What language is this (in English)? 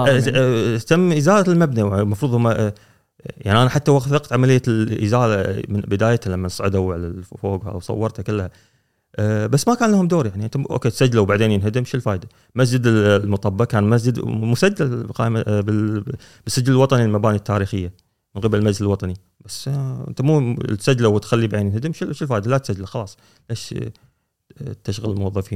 Gulf Arabic